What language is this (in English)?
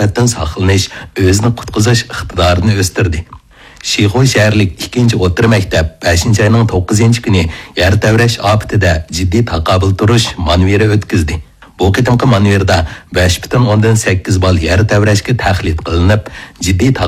Uyghur